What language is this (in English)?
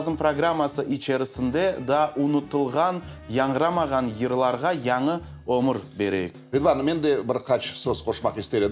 Crimean Tatar